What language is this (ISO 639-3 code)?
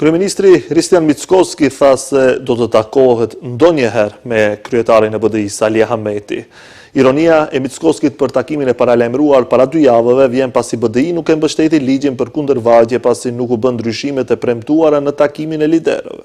sqi